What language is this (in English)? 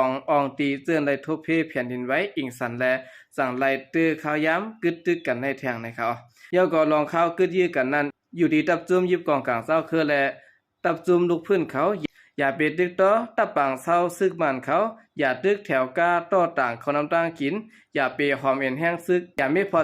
Shan